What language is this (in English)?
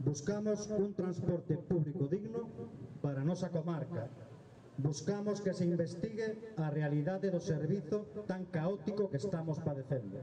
Galician